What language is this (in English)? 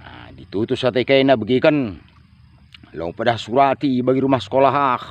Batak Karo